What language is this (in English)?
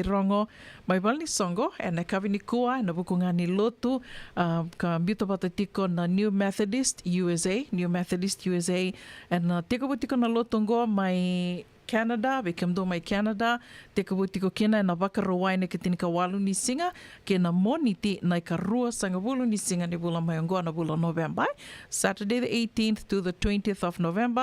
Fijian